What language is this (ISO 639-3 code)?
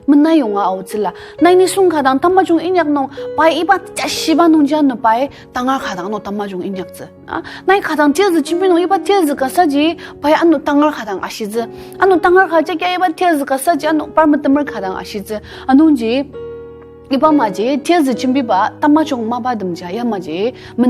njo